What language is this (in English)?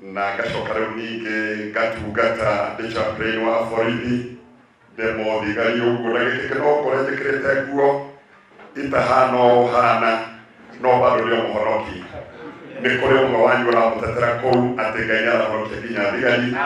Kikuyu